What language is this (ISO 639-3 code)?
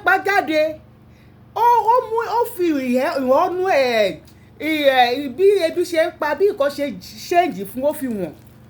yor